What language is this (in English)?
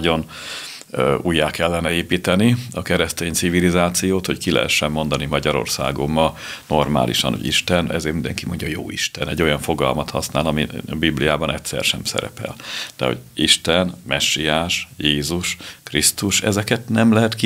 Hungarian